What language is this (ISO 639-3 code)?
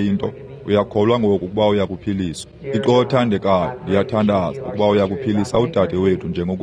xho